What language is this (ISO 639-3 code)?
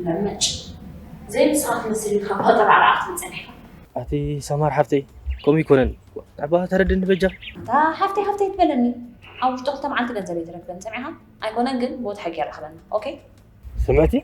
tir